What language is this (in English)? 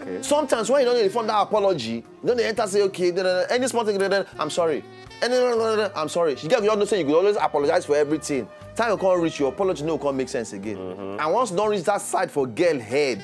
Nigerian Pidgin